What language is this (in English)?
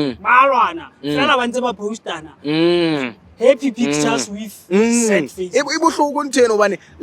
Southern Sotho